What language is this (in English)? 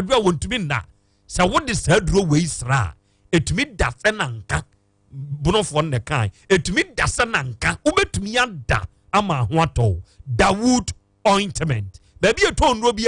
Akan